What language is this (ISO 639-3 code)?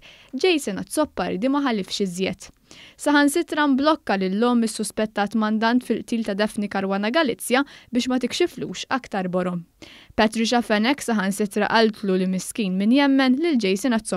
mlt